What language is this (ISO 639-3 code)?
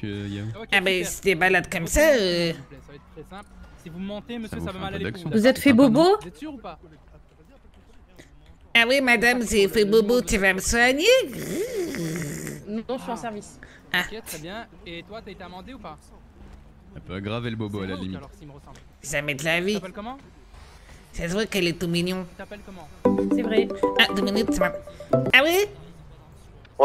fra